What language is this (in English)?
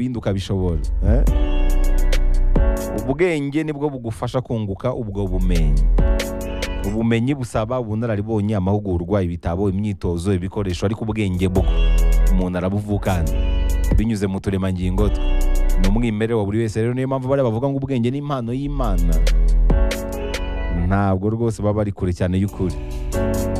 Kinyarwanda